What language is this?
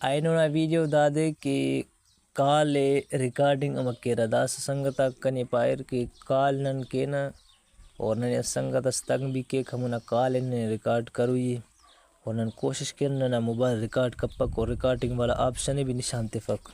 Brahui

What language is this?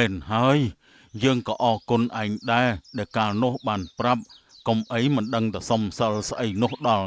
Khmer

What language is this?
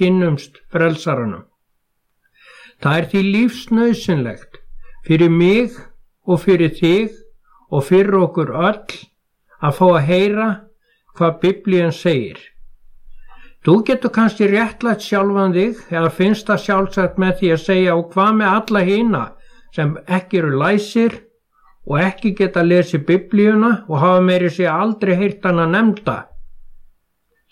Icelandic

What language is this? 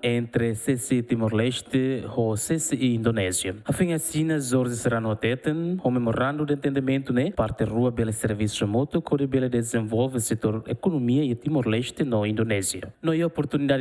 Tetum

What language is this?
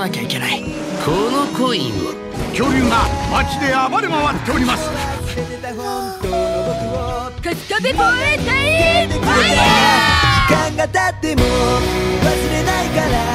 Japanese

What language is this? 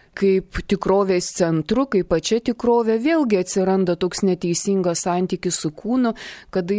Lithuanian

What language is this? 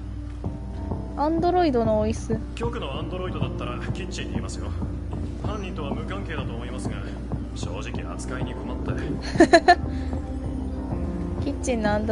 Japanese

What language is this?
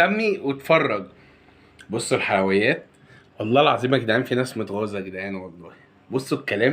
Egyptian Arabic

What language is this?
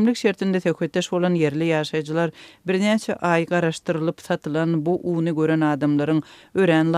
Turkmen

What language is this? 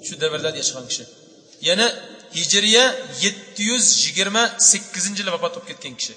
Uyghur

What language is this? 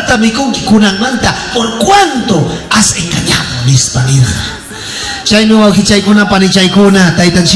Ayacucho Quechua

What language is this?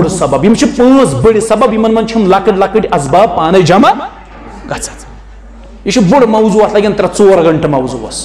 Kashmiri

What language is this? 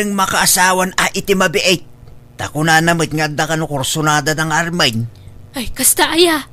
Iloko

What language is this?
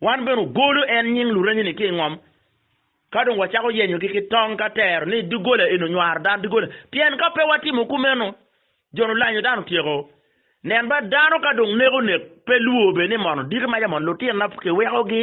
Acoli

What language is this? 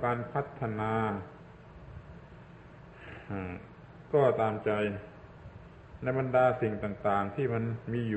Thai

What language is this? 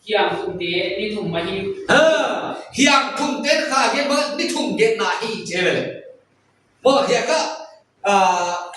Paite Chin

